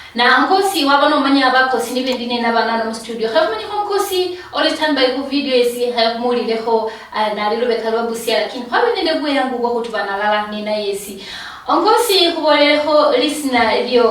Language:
Luyia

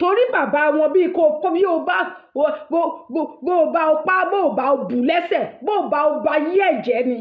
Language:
Yoruba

